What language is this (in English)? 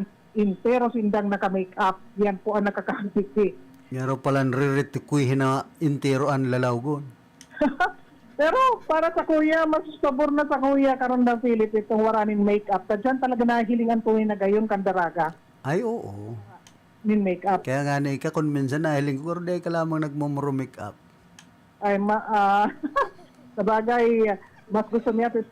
Bikol